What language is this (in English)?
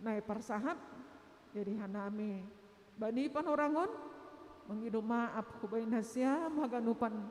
Batak Simalungun